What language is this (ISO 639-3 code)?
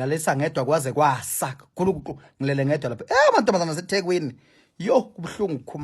zul